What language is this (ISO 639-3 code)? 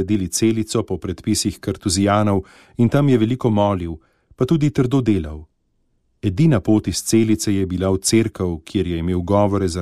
slv